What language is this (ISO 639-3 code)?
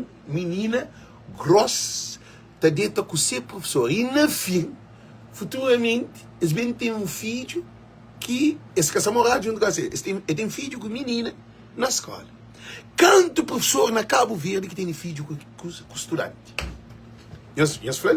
kea